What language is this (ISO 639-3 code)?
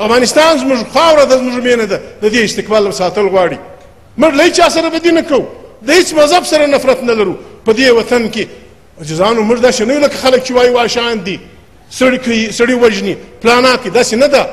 pus